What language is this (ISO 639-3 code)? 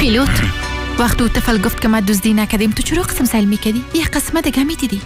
fas